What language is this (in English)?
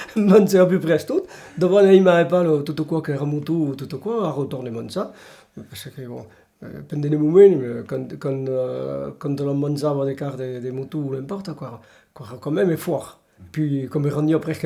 Occitan